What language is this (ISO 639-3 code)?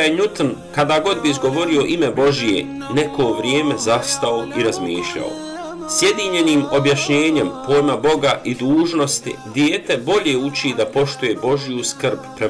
bos